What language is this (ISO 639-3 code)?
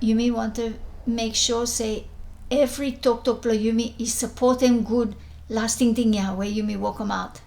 bis